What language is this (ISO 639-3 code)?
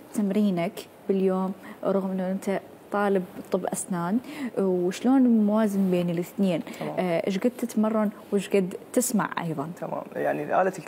acm